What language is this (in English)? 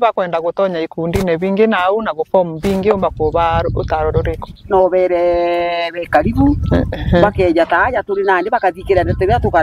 Meru